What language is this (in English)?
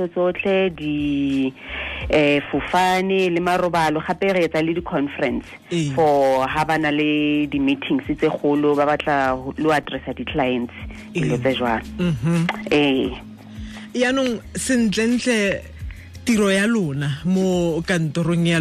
Tswana